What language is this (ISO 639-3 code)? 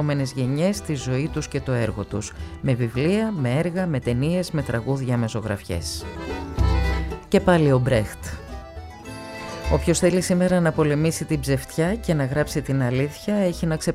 ell